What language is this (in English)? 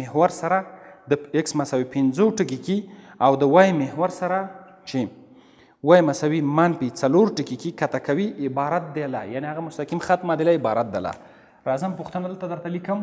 Pashto